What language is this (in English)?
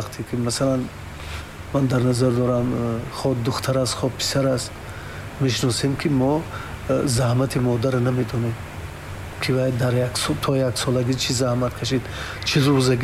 Tajik